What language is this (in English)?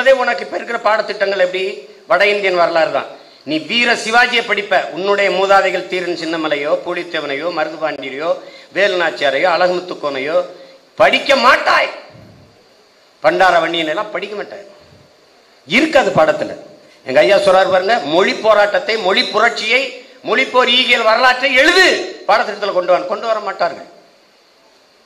Tamil